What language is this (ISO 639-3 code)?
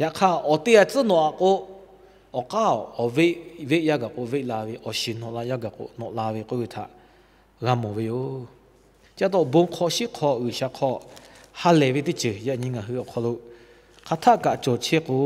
lhu